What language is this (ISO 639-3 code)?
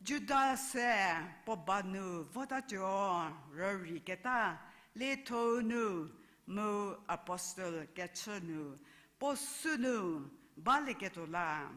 njm